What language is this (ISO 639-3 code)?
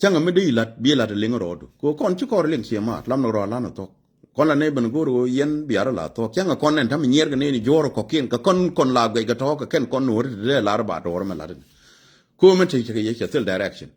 nus